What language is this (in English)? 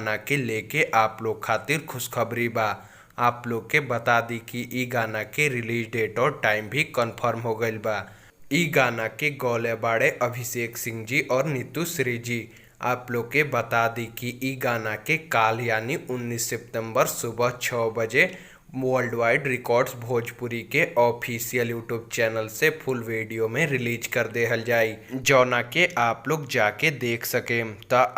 Bhojpuri